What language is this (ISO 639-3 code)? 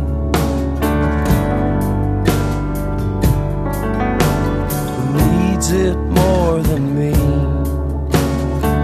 eus